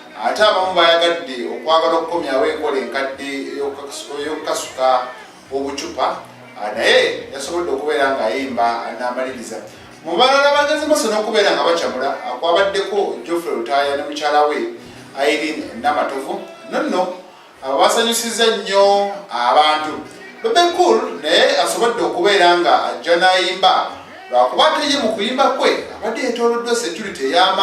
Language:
Ganda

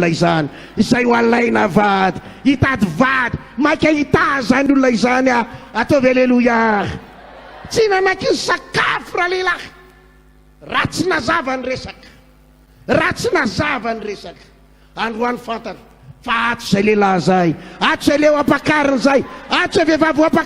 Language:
Malagasy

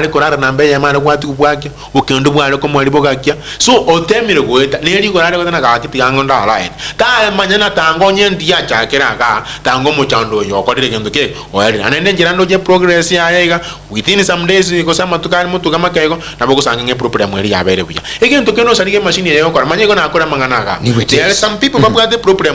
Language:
Gusii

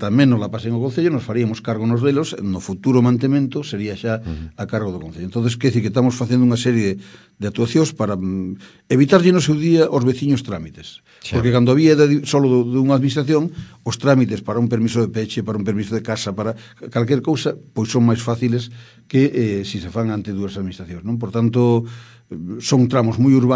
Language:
Galician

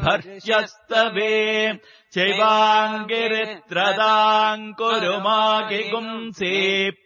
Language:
Sanskrit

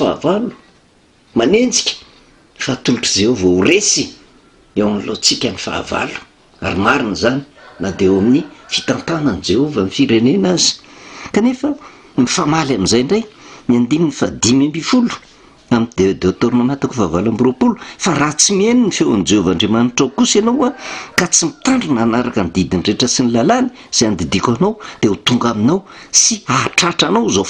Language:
Malagasy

